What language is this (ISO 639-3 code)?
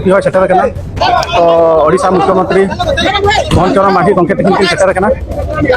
sat